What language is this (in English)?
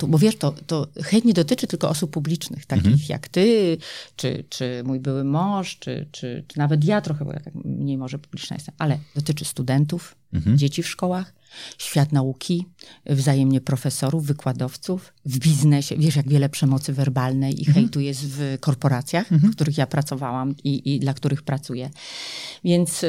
Polish